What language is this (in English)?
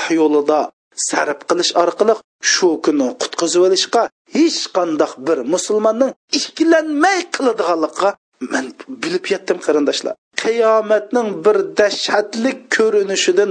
Uyghur